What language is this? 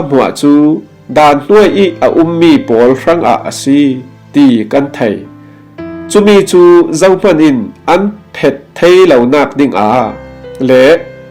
Falam Chin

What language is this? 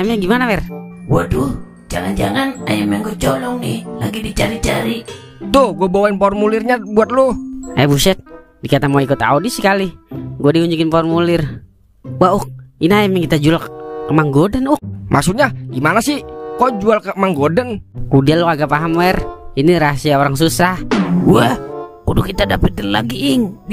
Betawi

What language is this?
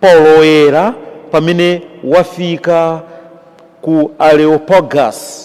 Nyanja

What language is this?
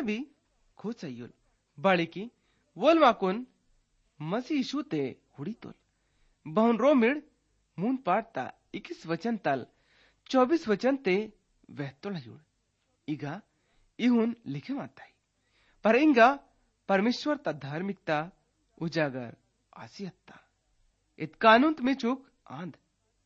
Gondi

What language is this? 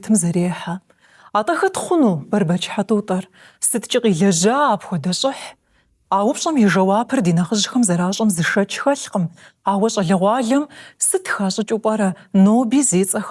Kabardian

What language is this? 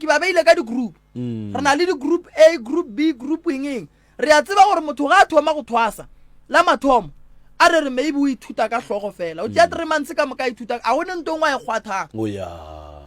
Northern Sotho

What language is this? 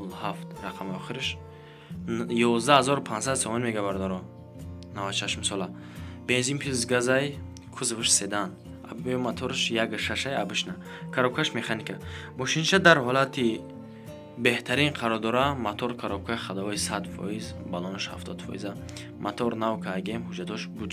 Tajik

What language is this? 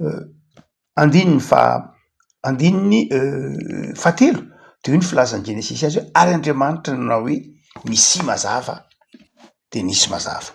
Malagasy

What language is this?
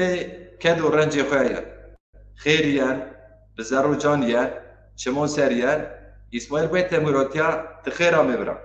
Zaza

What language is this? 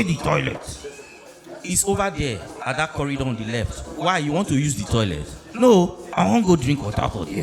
Nigerian Pidgin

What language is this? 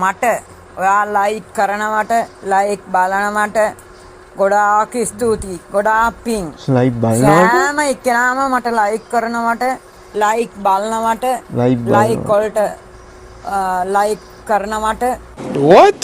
Sinhala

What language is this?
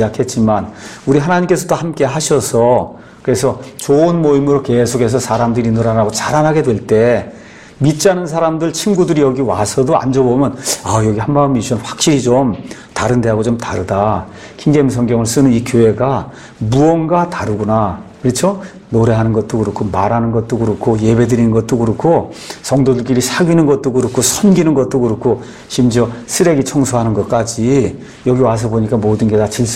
Korean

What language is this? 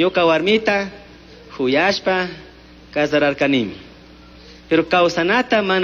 Chimborazo Highland Quichua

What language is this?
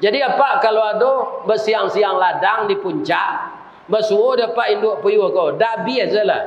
Minangkabau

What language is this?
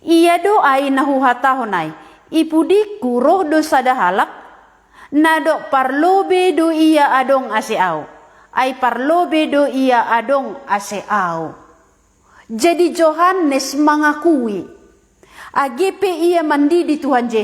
Batak Simalungun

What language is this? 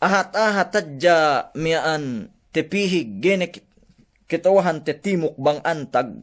Yakan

